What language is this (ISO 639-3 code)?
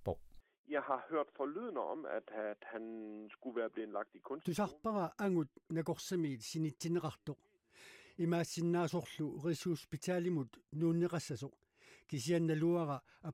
kal